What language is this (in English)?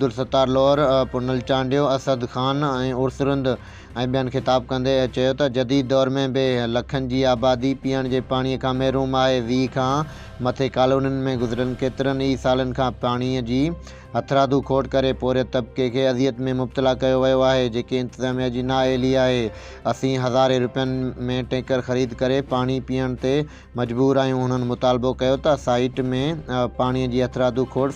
Sindhi